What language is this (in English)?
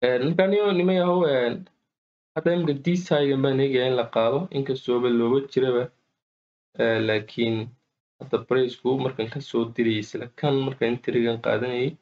Somali